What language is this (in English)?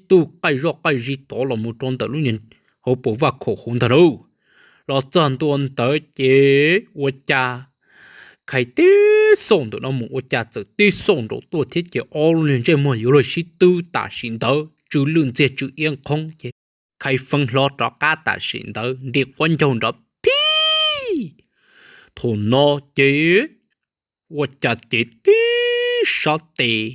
Hmong